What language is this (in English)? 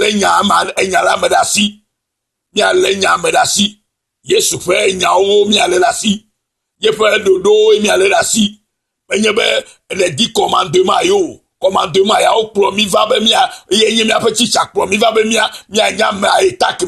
Ewe